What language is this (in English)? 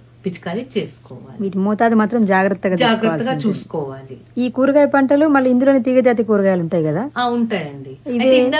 Telugu